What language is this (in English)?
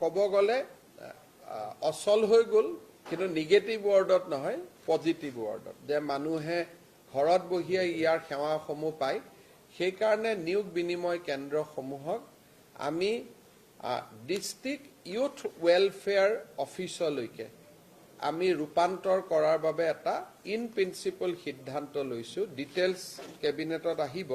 Assamese